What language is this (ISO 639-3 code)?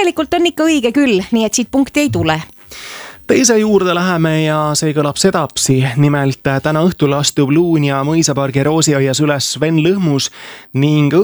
est